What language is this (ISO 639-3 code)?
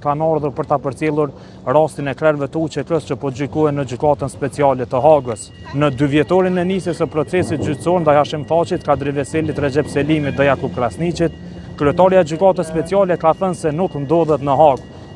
sqi